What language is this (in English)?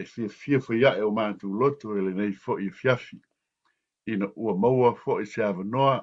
Samoan